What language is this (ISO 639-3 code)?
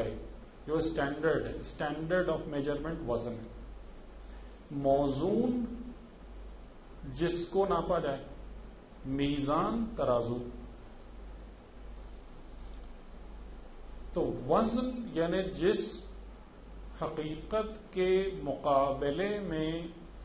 urd